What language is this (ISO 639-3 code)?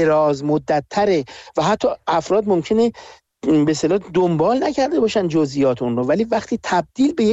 fas